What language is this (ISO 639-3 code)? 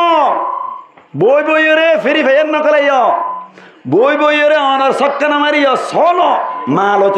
rhg